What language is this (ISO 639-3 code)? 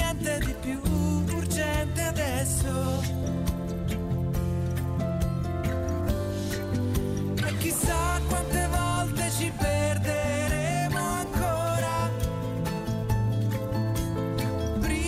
ita